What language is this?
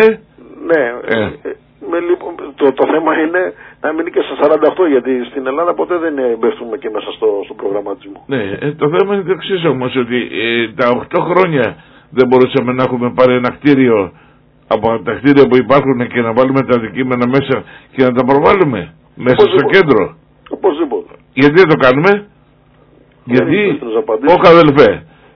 Greek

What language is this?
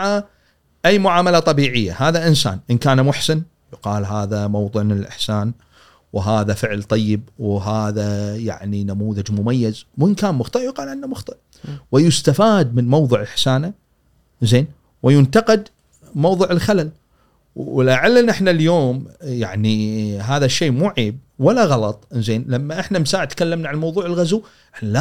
Gulf Arabic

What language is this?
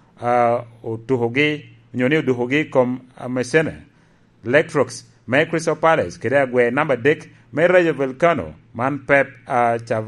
Lango (Uganda)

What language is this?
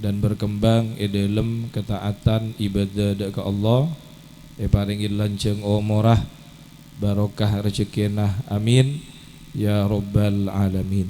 Madurese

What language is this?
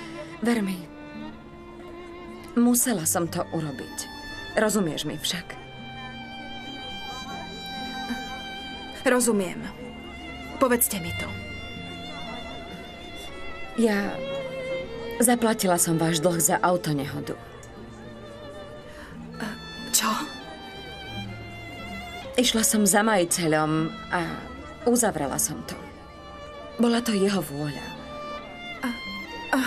Slovak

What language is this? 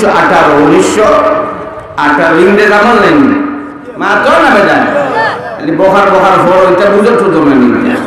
Sylheti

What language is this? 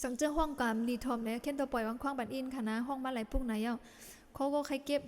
Shan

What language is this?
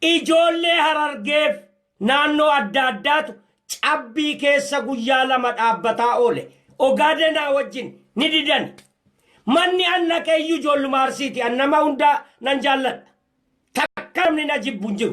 Oromo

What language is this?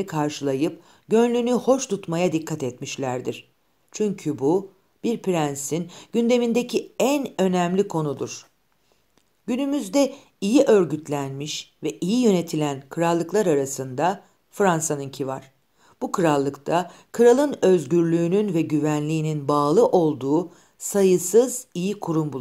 Turkish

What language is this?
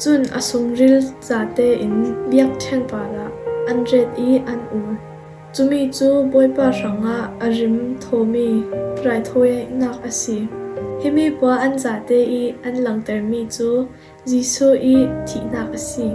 Falam Chin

